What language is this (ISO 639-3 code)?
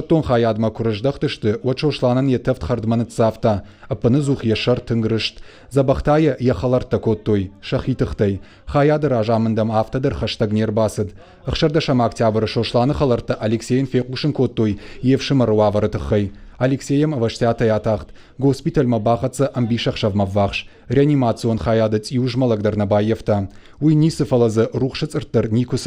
oss